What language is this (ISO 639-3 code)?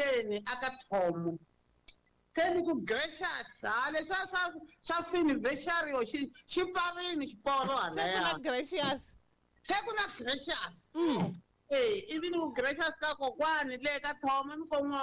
tso